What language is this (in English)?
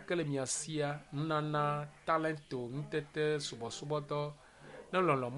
Ewe